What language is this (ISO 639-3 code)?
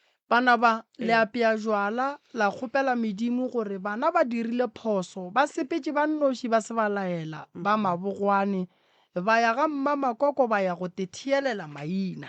nso